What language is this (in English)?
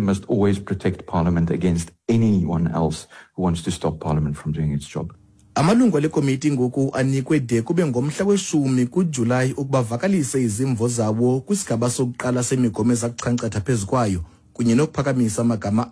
Xhosa